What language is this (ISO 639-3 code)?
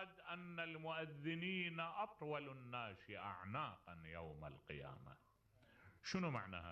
acm